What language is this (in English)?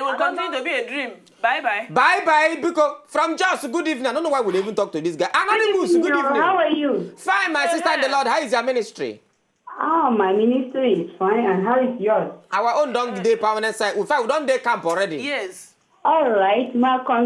Nigerian Pidgin